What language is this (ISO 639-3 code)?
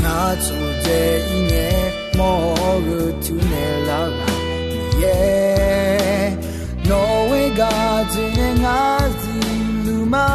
ahk